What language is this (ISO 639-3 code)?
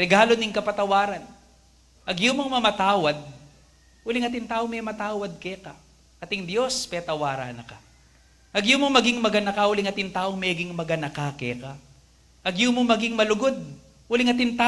pam